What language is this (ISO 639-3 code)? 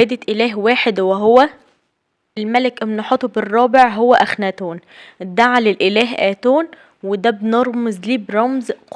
arz